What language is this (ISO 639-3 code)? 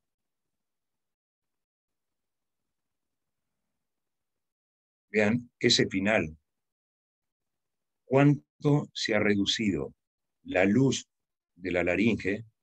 spa